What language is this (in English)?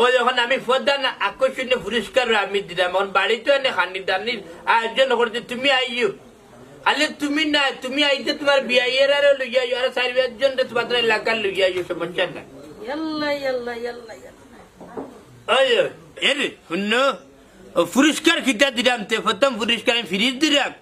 Sylheti